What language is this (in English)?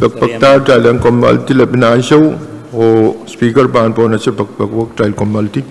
Pohnpeian